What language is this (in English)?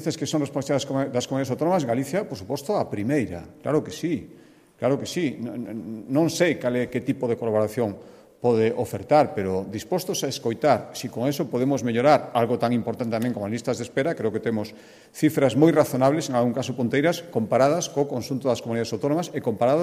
Galician